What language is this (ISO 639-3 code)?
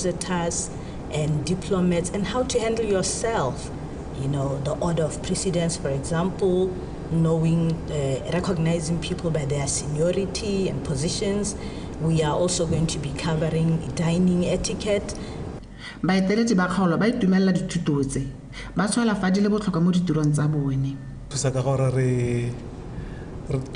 tsn